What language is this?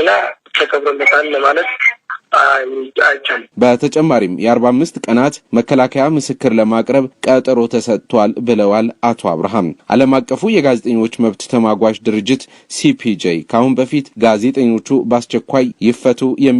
Amharic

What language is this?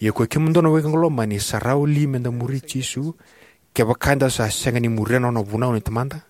Fijian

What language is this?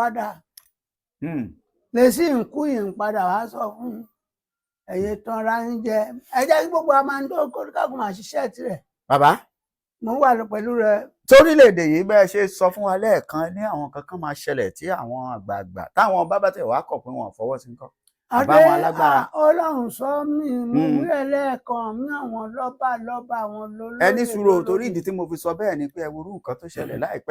Yoruba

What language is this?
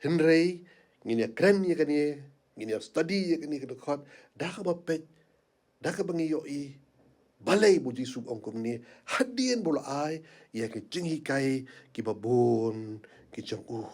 Khasi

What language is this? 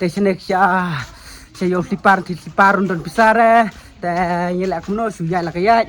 Khasi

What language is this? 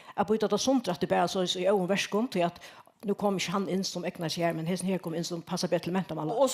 Faroese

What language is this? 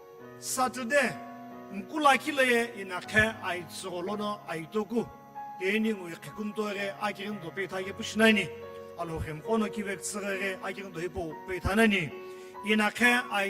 Sumi Naga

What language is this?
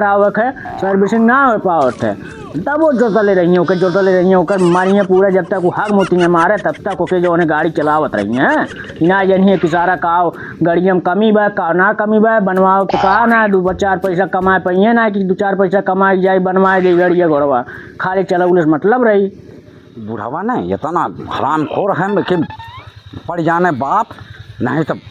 Awadhi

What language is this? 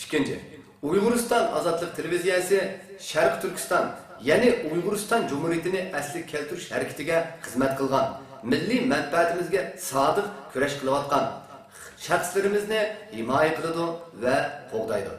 Uyghur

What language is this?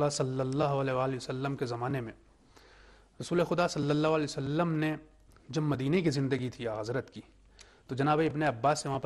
Urdu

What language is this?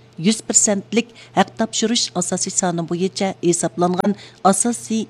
Uyghur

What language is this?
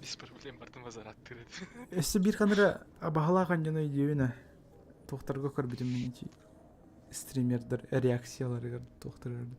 Yakut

